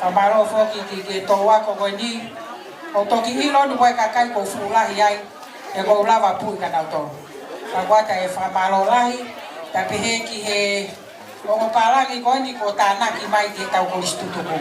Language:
Tongan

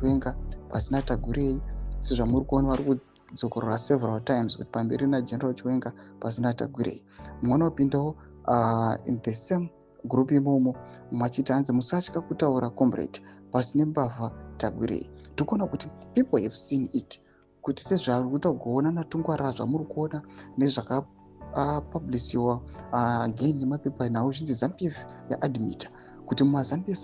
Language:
Shona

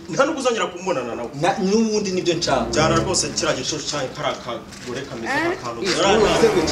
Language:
Kinyarwanda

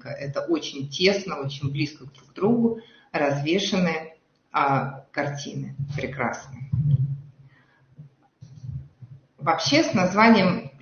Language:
Russian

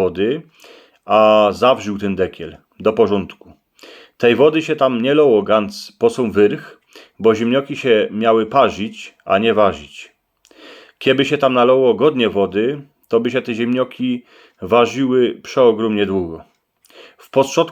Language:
Silesian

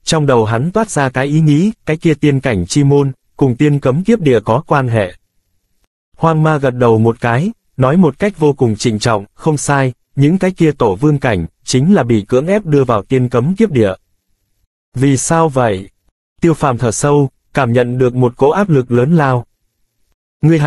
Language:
Vietnamese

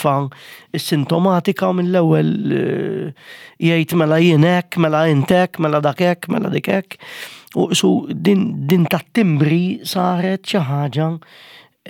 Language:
Maltese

